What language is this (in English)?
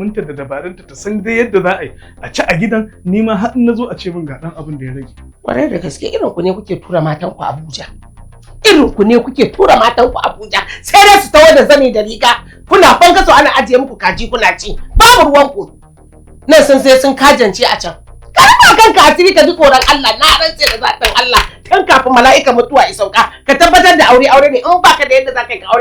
Hausa